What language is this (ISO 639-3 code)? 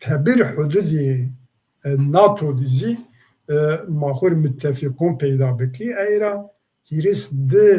zza